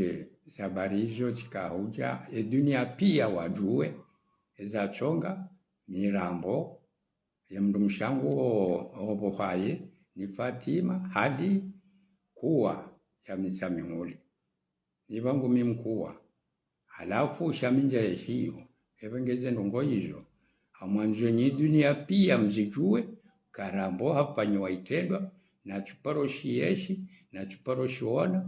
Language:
Ngazidja Comorian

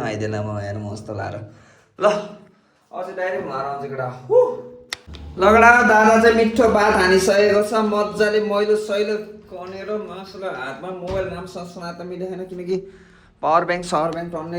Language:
Nepali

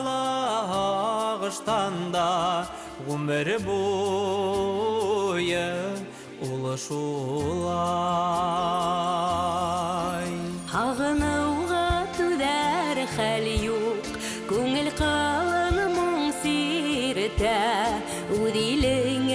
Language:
Bashkir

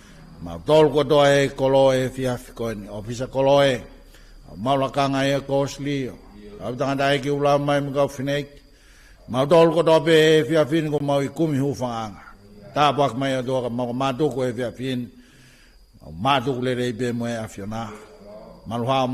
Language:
Tongan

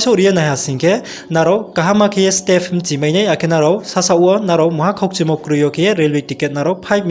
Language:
Riang (India)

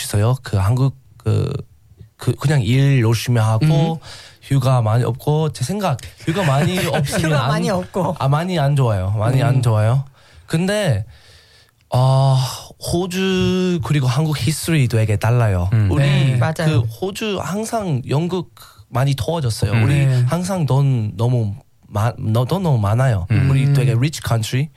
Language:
Korean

